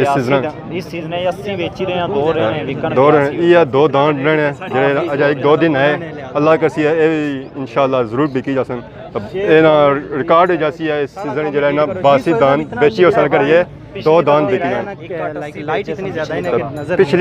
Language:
Pahari-Potwari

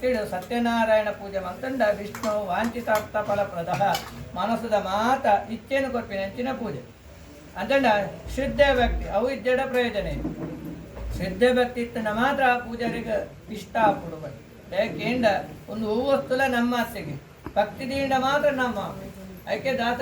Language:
Tulu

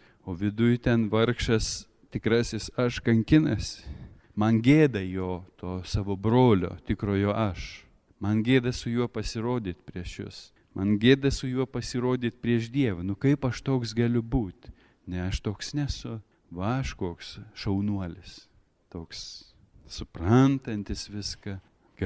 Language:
Lithuanian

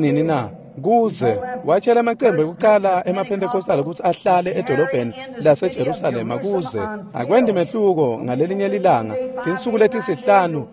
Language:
Swati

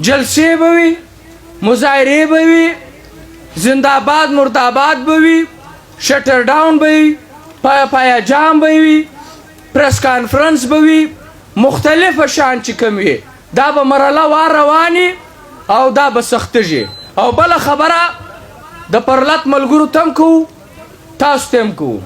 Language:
Pashto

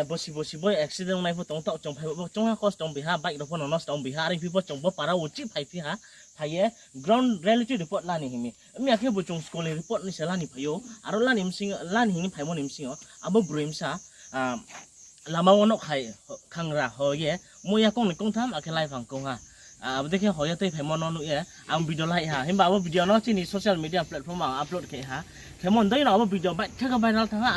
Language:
Riang (India)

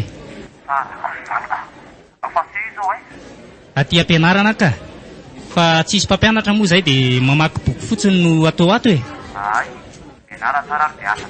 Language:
Malagasy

